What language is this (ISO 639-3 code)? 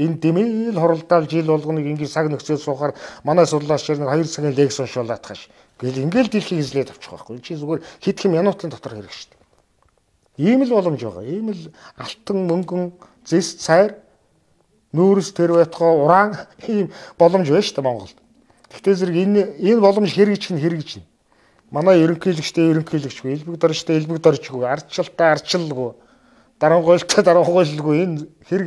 mon